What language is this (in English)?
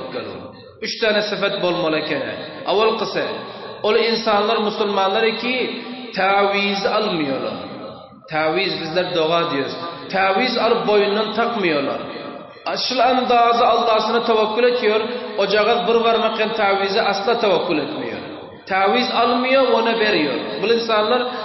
Turkmen